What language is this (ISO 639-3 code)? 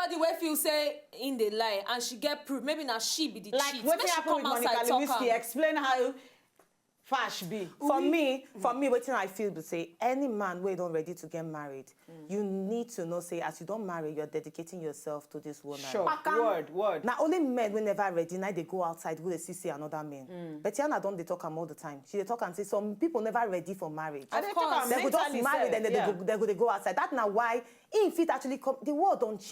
pcm